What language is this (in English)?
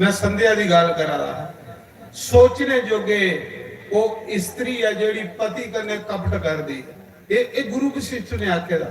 Dogri